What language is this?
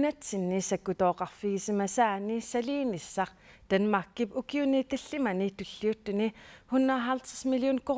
Kalaallisut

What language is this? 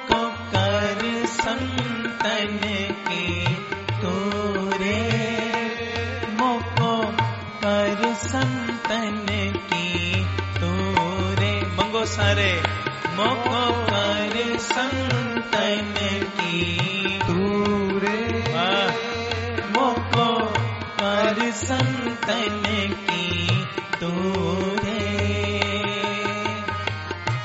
Punjabi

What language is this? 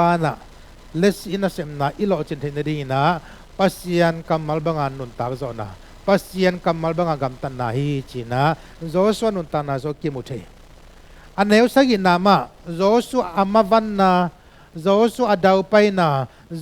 Tedim Chin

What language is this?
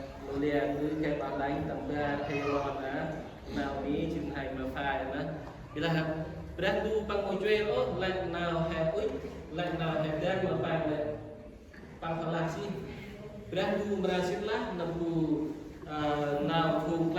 Central Mnong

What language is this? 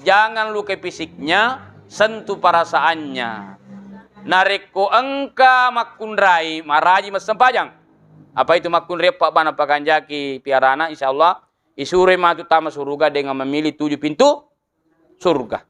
Buginese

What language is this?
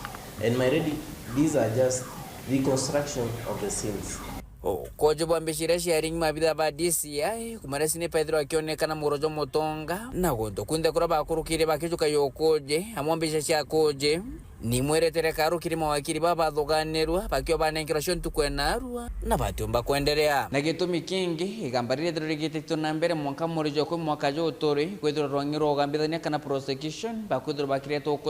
Meru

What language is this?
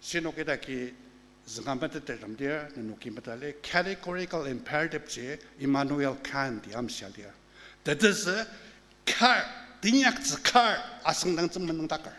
Ao Naga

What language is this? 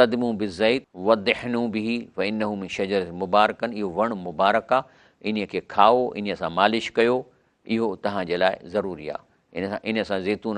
Sindhi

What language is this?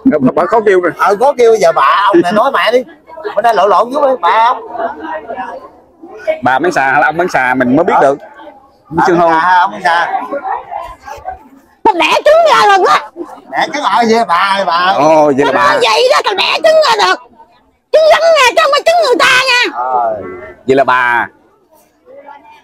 Vietnamese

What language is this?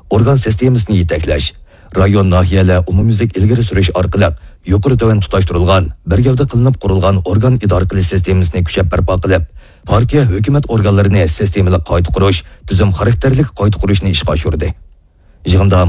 Uyghur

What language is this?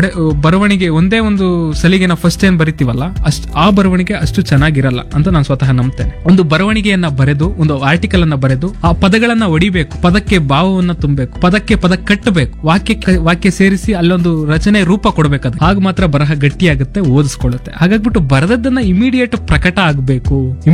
Kannada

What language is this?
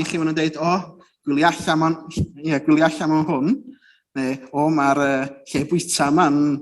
Welsh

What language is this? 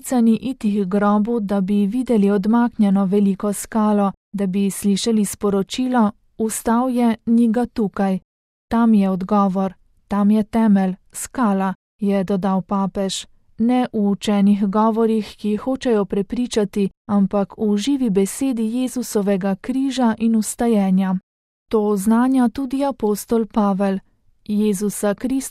Slovenian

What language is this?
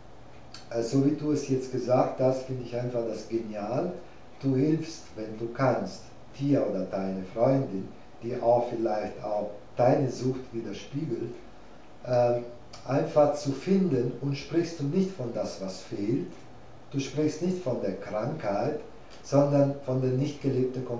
German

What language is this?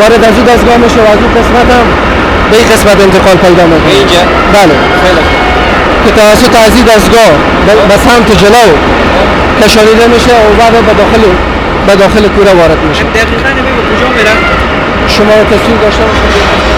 Persian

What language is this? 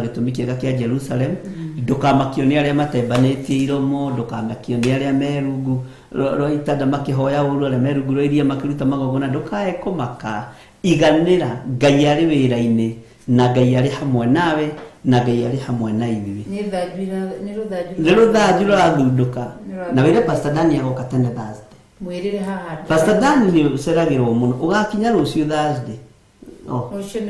Kikuyu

